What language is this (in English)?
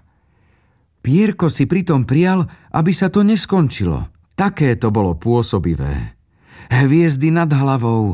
Slovak